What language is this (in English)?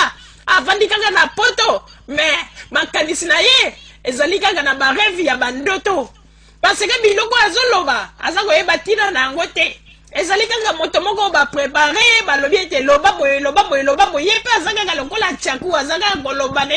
Lingala